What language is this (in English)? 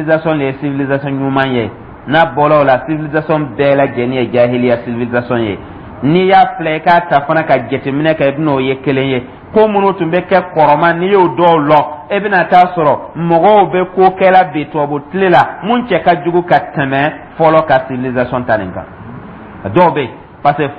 Dyula